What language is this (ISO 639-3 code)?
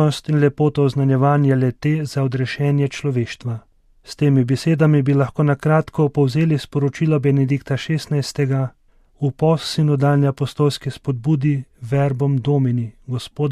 slv